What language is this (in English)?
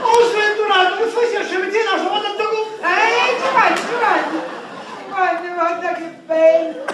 Sicilian